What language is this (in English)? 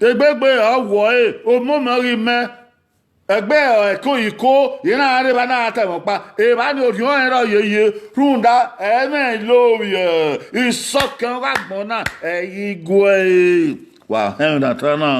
Bini